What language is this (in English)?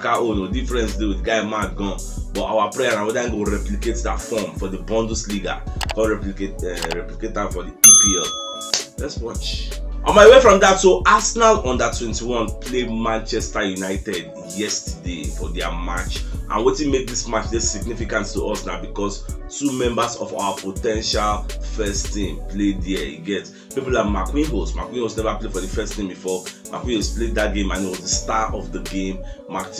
Nigerian Pidgin